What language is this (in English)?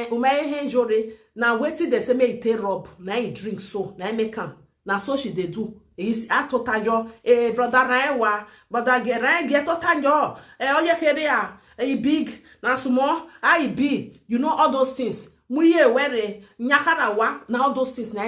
Nigerian Pidgin